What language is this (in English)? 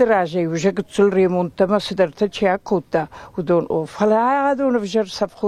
Ossetic